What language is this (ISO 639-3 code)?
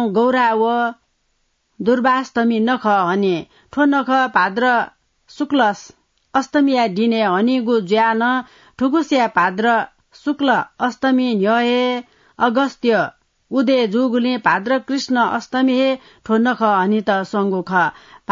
new